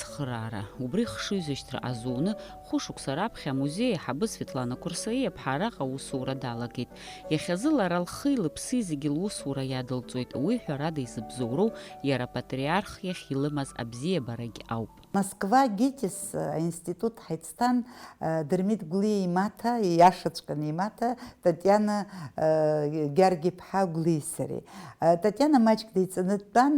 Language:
Abkhazian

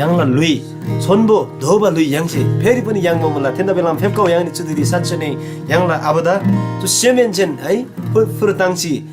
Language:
Eastern Tamang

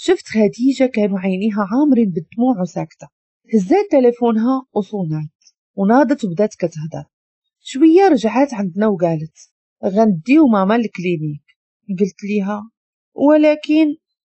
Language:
Moroccan Arabic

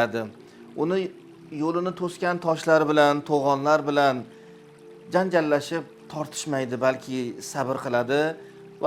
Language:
Uzbek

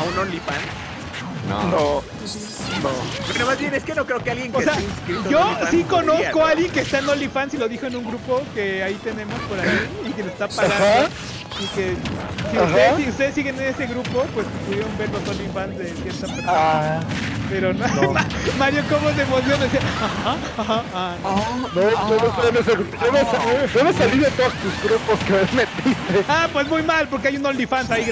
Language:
Spanish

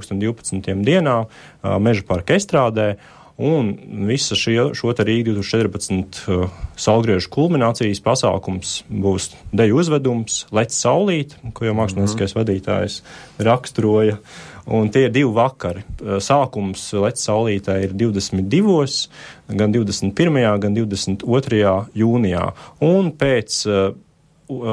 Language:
Latvian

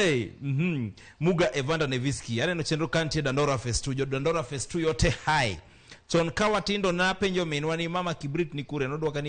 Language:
Luo (Kenya and Tanzania)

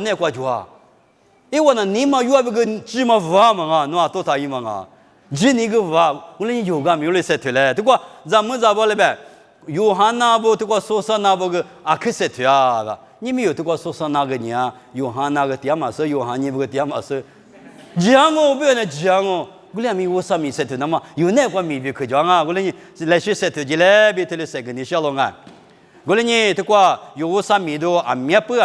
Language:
Lisu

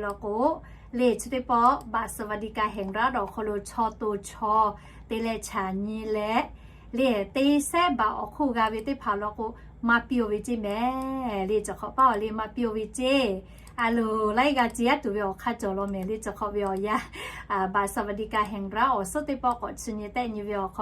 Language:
Lahu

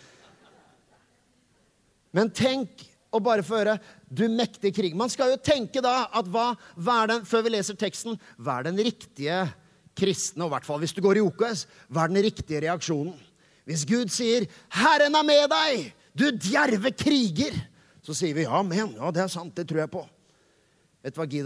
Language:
Norwegian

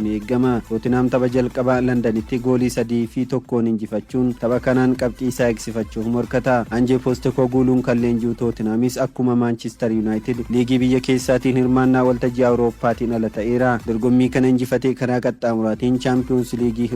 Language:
Oromo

